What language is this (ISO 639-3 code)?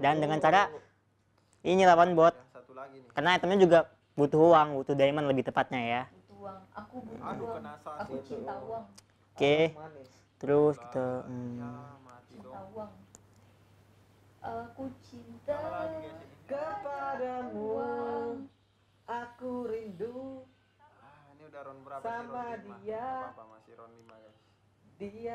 ind